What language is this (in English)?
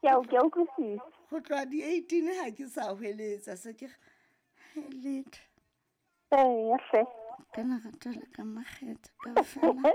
Southern Sotho